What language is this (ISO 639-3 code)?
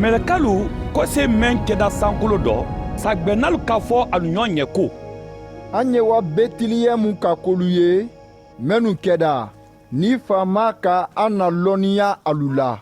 man